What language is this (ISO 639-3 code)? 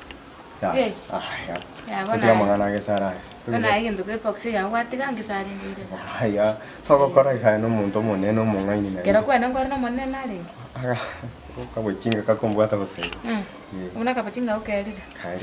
guz